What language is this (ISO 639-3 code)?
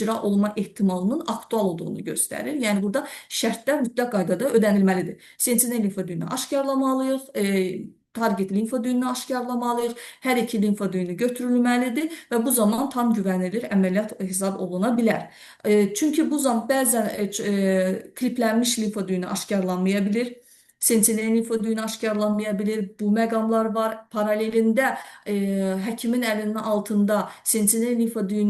aze